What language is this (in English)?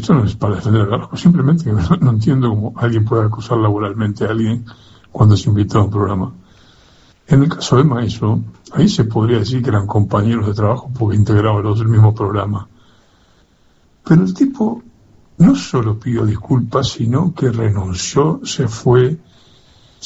Spanish